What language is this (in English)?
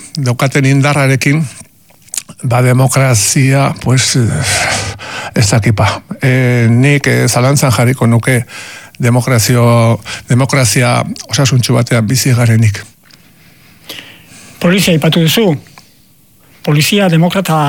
Basque